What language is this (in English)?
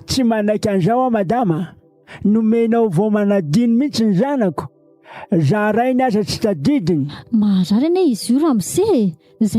Malagasy